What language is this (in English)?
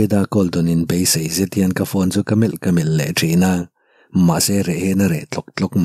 Mizo